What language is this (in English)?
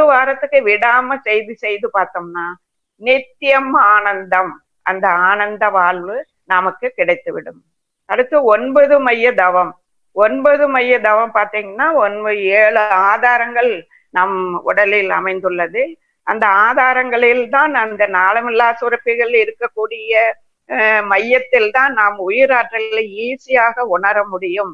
Tamil